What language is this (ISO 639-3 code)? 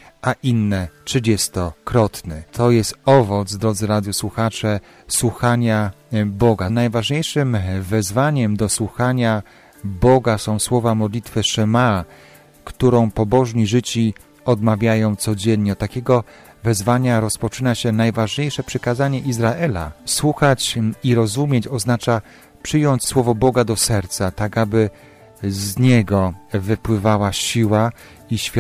pol